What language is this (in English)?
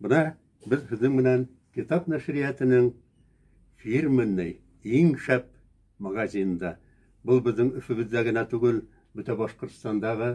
Bashkir